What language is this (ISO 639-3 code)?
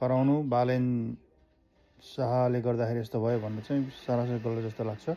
nep